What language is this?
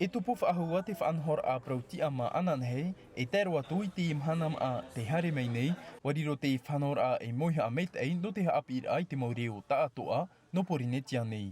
Tahitian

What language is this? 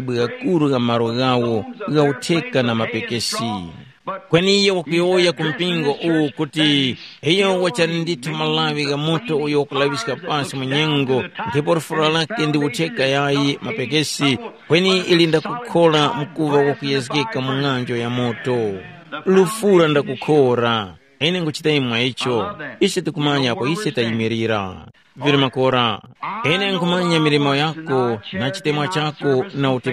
Tumbuka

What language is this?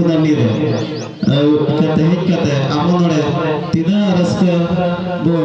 Santali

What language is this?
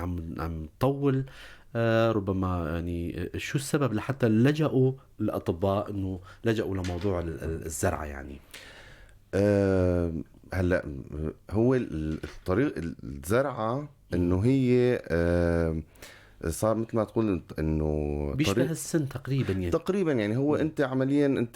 North Levantine Arabic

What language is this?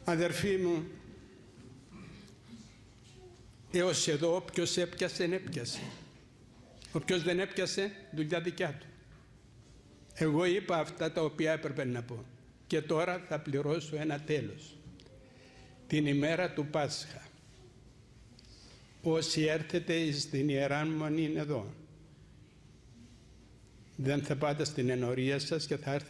Greek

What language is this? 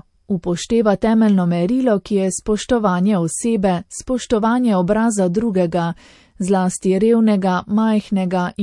Slovenian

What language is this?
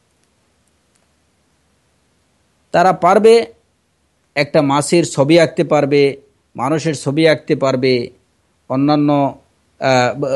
Bangla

